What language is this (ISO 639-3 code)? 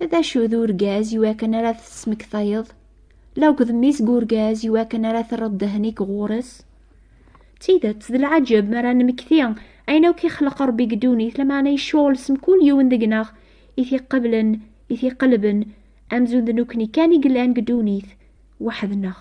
kab